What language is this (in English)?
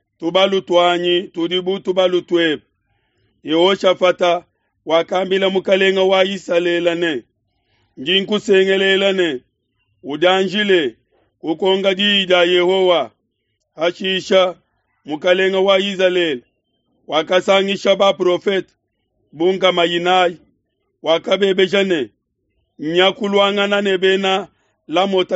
Luba-Lulua